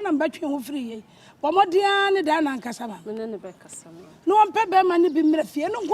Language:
Akan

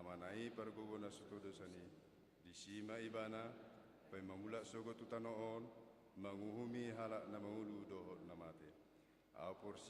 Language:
Batak Toba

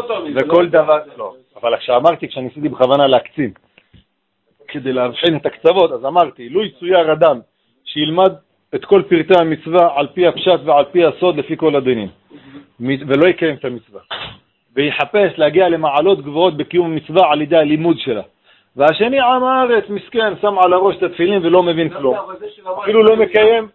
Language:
Hebrew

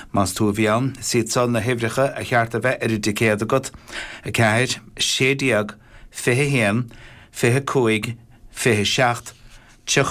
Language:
Irish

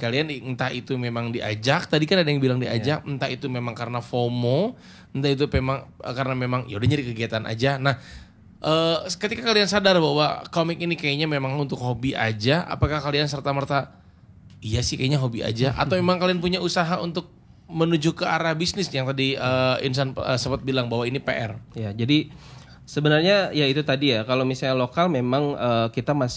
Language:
Indonesian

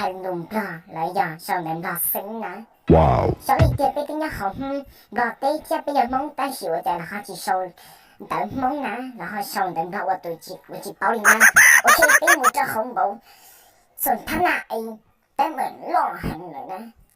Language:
Hmong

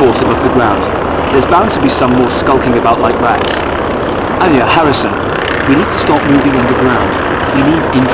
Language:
English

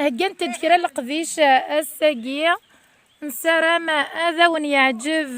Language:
Kabyle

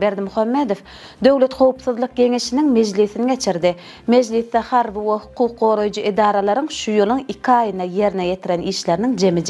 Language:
Turkmen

